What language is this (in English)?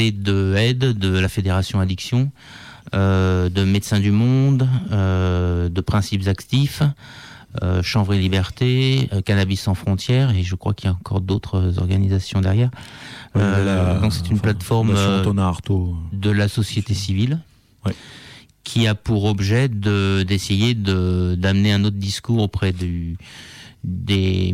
French